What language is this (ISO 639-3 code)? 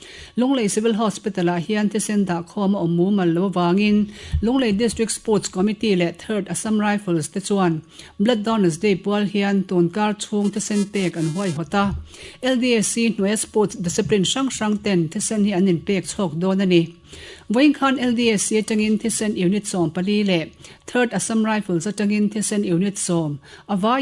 lus